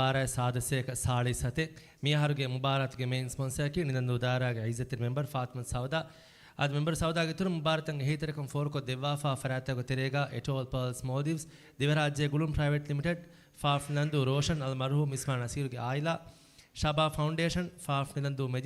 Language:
Divehi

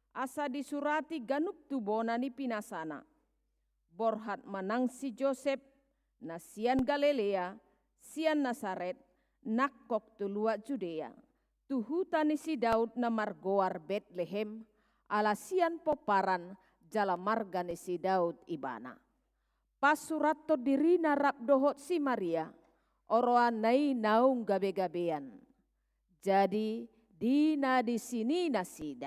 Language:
Batak Toba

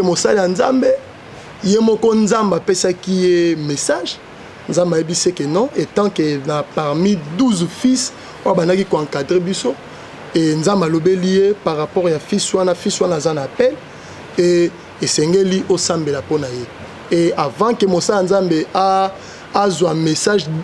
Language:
Lingala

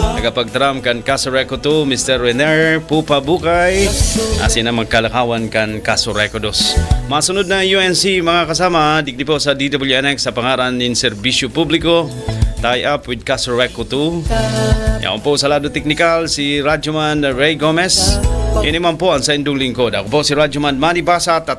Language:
Bikol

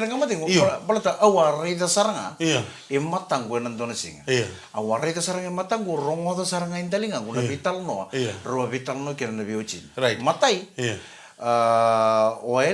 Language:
Fijian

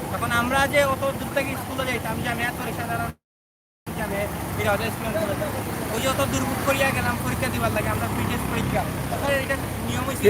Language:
Sylheti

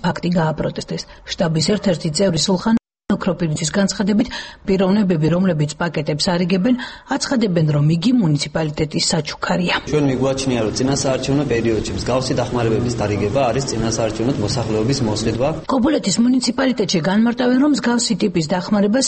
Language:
Georgian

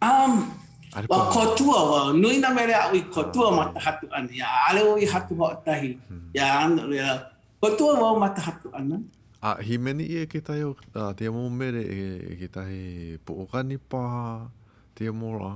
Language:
Hawaiian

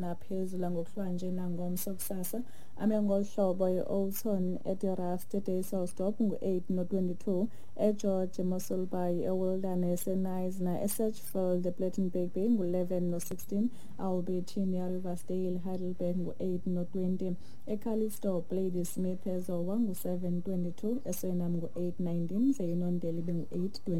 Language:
Xhosa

